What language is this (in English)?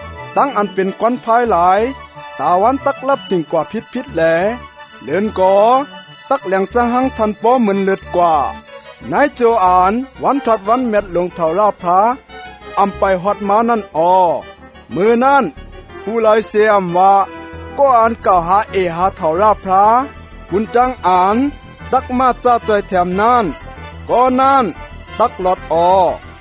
Shan